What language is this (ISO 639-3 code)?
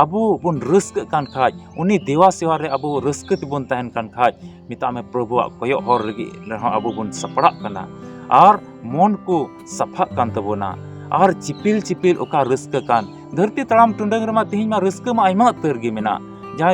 sat